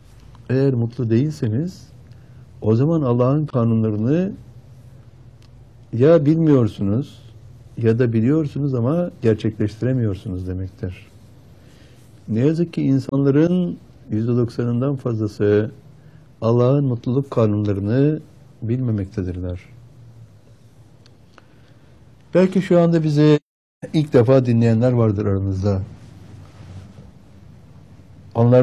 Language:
Turkish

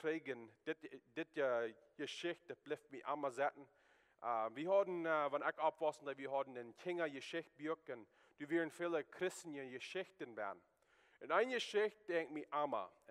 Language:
Plautdietsch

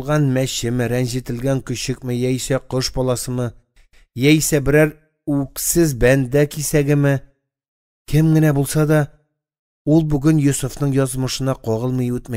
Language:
Tatar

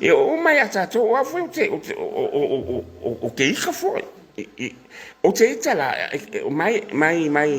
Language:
Samoan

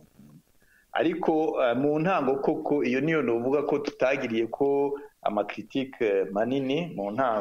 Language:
Rundi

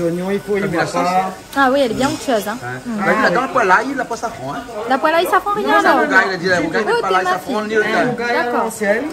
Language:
Réunion Creole French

